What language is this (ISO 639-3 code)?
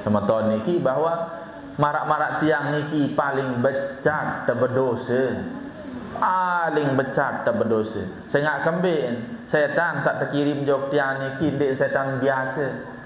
sas